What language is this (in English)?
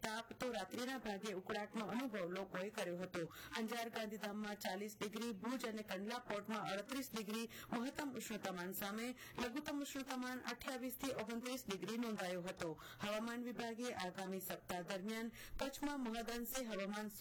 Gujarati